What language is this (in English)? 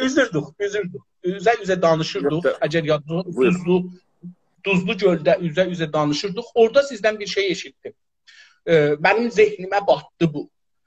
South Azerbaijani